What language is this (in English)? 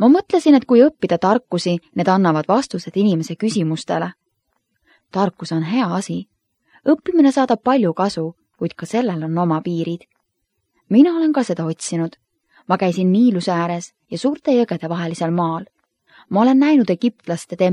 Estonian